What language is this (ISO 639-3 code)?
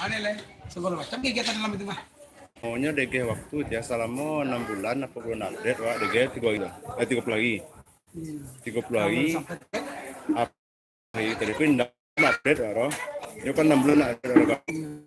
min